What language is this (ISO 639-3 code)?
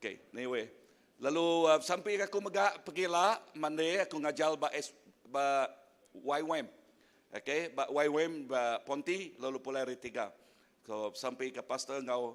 iba